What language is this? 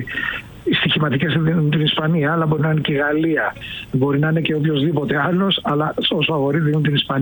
Greek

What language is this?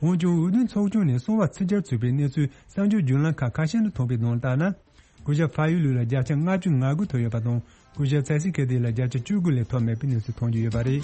Tibetan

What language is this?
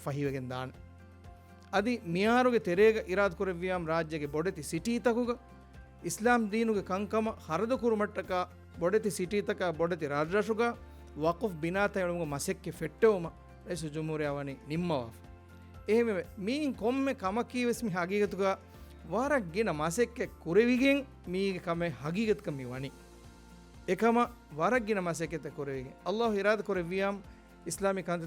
Divehi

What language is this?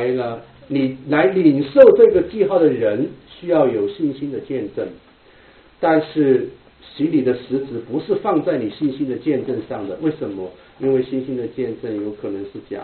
Chinese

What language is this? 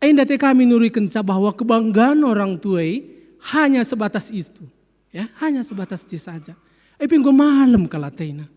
Batak Karo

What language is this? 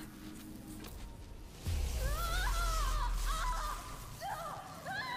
Finnish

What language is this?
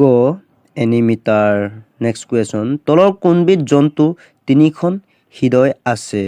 Assamese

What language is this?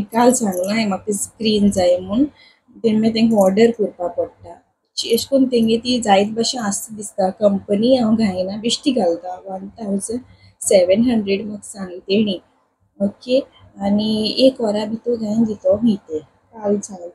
Konkani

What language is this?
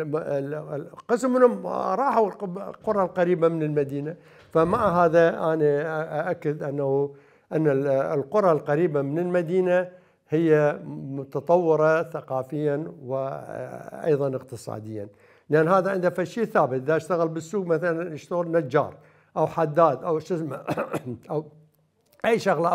Mesopotamian Arabic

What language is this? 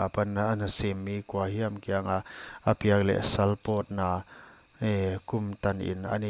Paite Chin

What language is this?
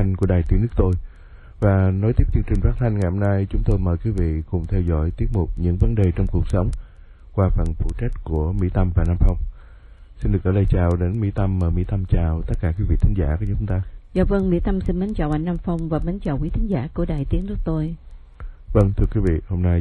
Vietnamese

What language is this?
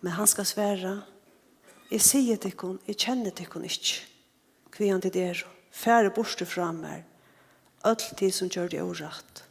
Faroese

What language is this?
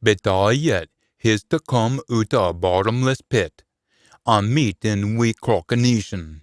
Scots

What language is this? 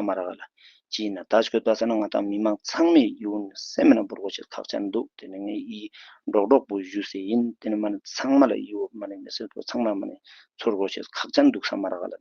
Ladakhi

